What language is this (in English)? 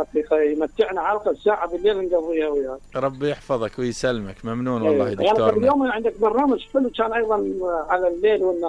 Mesopotamian Arabic